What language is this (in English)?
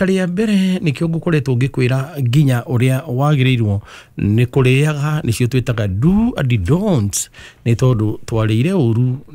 Kikuyu